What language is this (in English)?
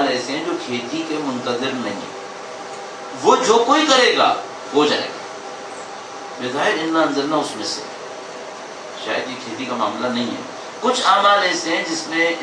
Urdu